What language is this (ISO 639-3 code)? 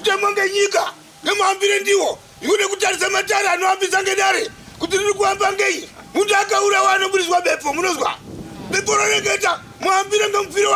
sna